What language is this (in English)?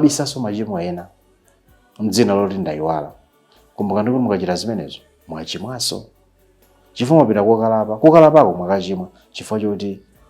Nyanja